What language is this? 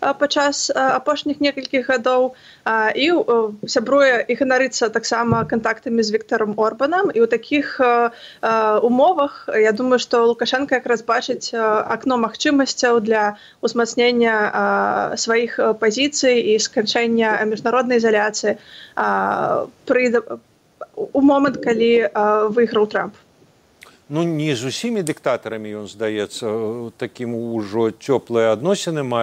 Belarusian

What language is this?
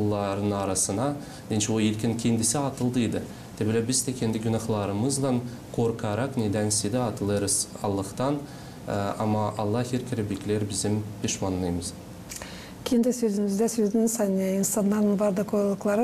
Gagauz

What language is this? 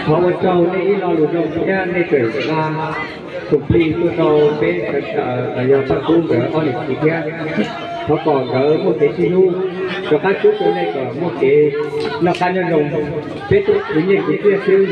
Hmong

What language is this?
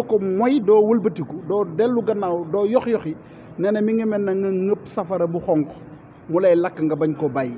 Wolof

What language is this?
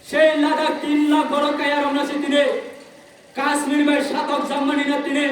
Riang (India)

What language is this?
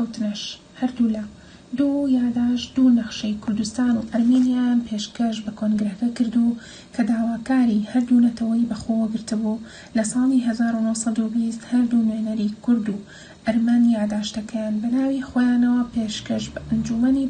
Central Kurdish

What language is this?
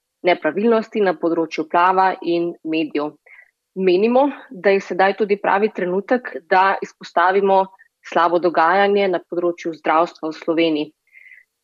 Slovenian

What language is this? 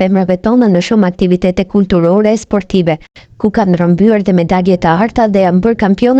Albanian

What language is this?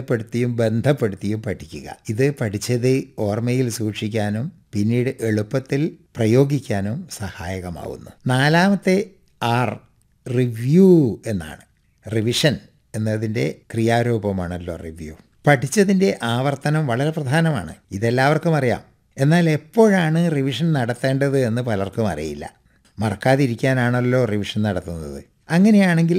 Malayalam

